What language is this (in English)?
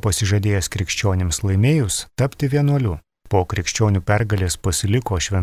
Lithuanian